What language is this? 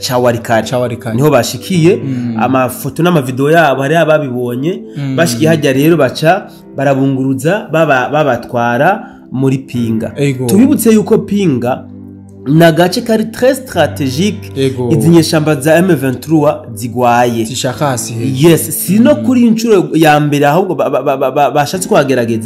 Rundi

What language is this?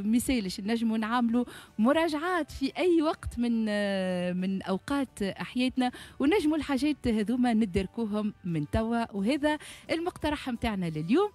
Tunisian Arabic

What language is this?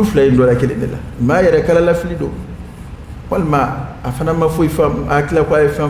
Dyula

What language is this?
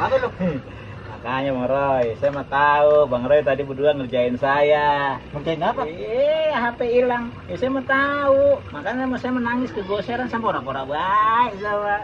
Betawi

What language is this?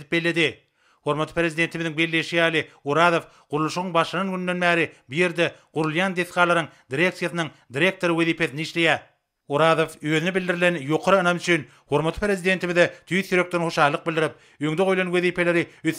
Turkmen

